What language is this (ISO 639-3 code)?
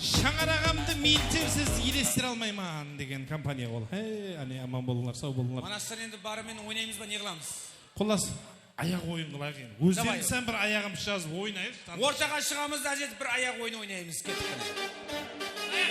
kaa